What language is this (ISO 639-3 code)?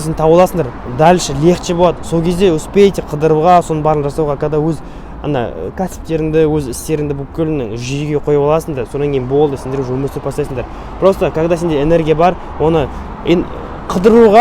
kaz